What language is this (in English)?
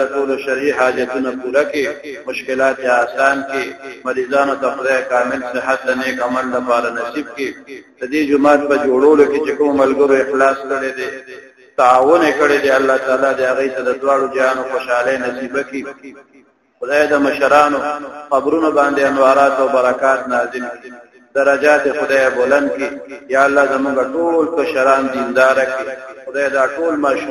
Pashto